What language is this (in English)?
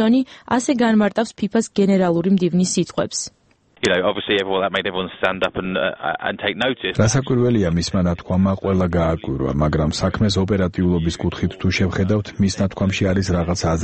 Georgian